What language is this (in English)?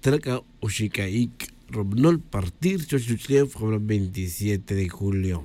Kaqchikel